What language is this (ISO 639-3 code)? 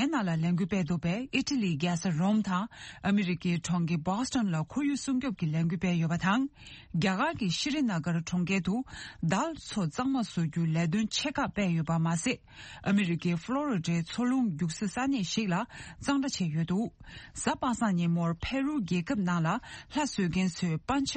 bod